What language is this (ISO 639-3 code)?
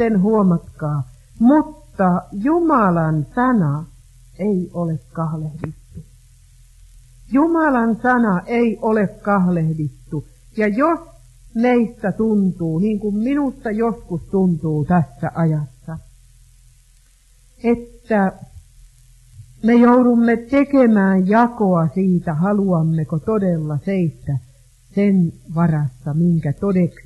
fin